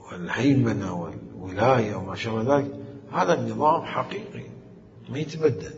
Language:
Mesopotamian Arabic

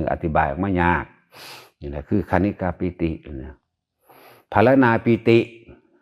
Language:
Northeastern Thai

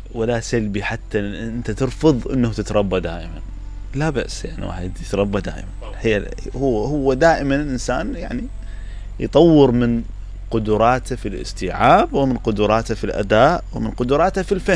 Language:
Mesopotamian Arabic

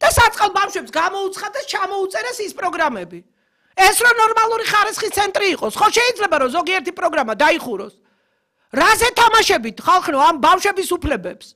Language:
Georgian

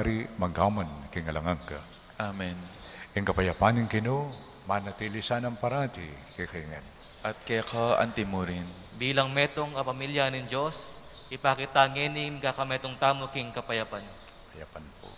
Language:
Pampanga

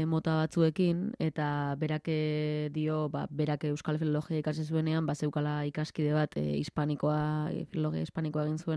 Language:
Basque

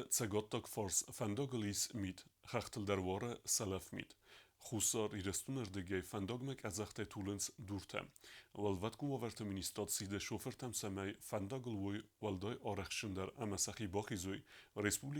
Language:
Ossetic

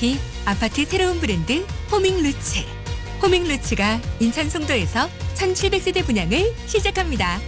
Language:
Korean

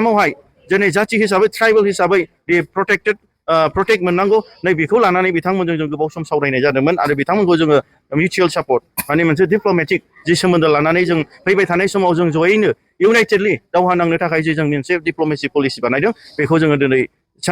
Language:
Bodo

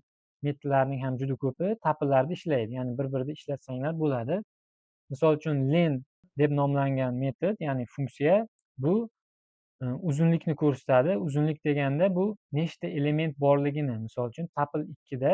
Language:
Uzbek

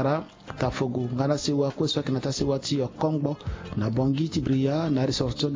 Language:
Sango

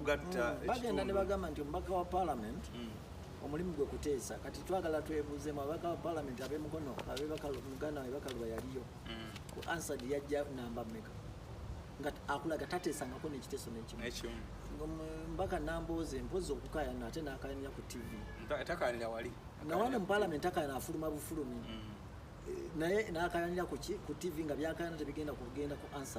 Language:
Ganda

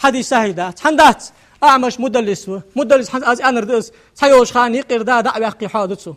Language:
Ingush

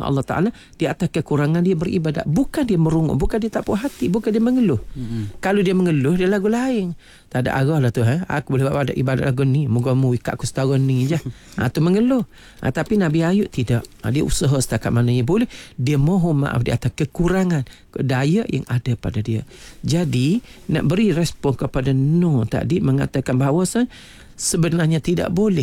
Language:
Malay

